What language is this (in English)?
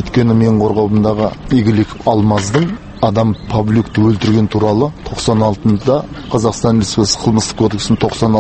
Kazakh